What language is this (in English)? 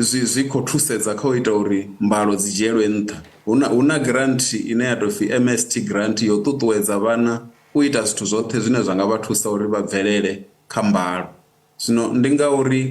Venda